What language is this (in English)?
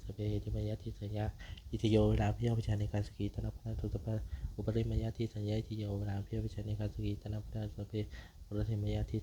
Pali